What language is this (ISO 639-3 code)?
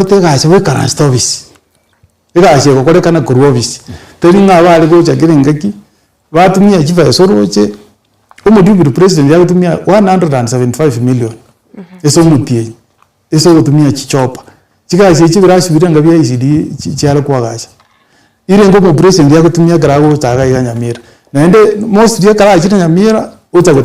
guz